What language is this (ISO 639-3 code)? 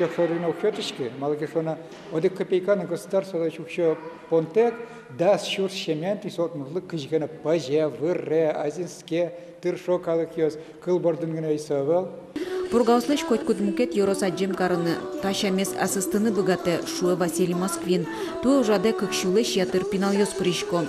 udm